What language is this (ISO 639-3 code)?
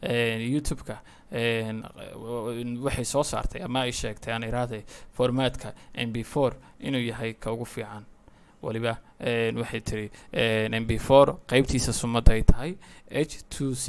som